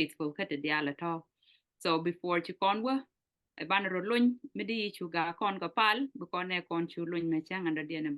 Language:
Nuer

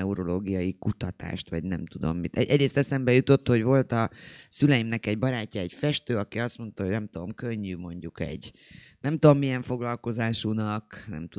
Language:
Hungarian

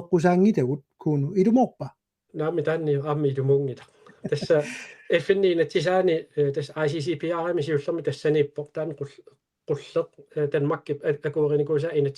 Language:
Kalaallisut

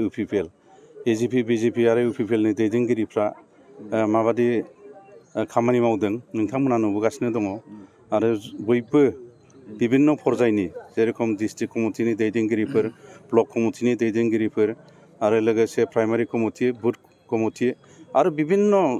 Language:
Bodo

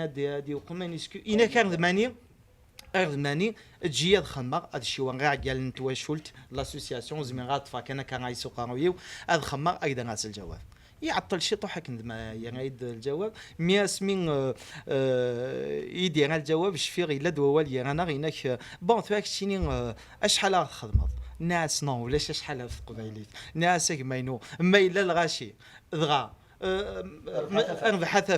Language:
Kabyle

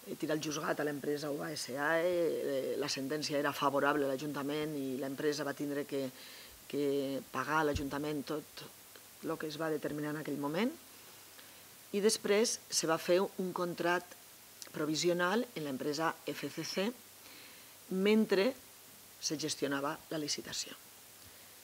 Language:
Catalan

